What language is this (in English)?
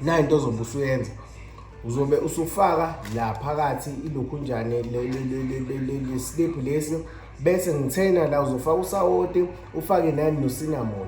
Zulu